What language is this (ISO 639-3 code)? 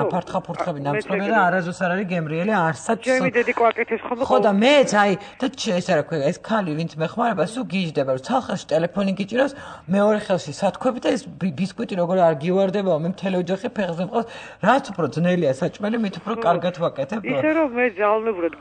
kat